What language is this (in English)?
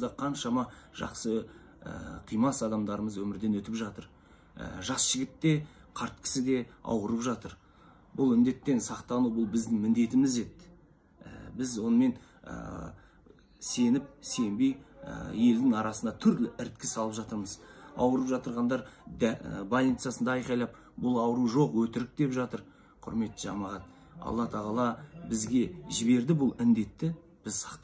Kazakh